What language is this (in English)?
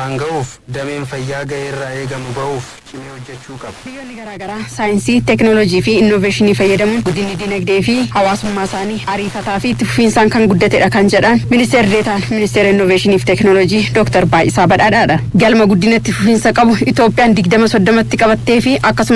Oromo